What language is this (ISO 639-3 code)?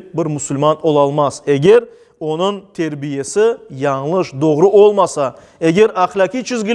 crh